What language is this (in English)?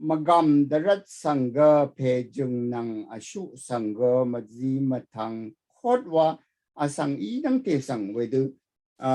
Rawang